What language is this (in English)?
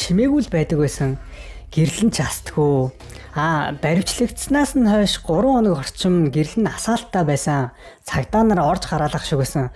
Mongolian